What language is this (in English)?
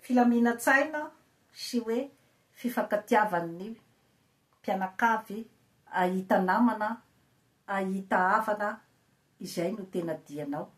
Malagasy